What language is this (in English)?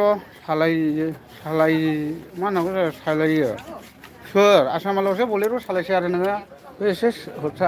Bodo